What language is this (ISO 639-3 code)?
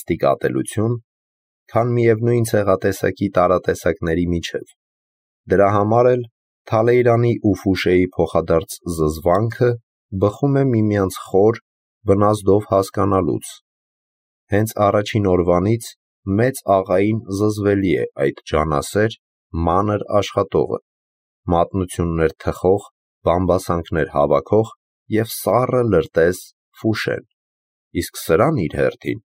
hye